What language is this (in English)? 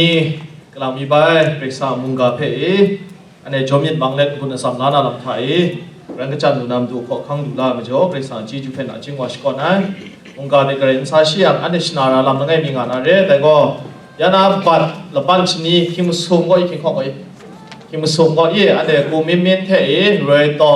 Kachin